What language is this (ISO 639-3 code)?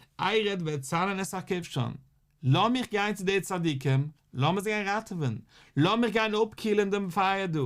yid